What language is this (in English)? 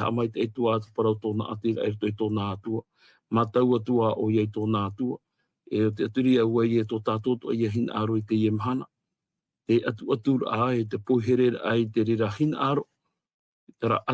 Tahitian